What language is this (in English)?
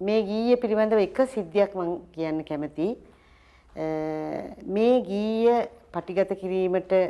Sinhala